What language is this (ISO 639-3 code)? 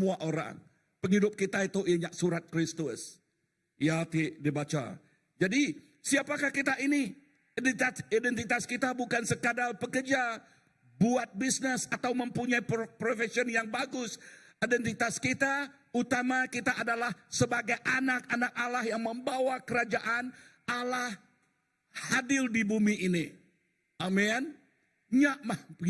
iba